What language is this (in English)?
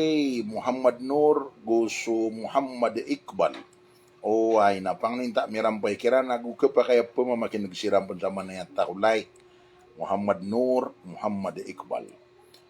Maranao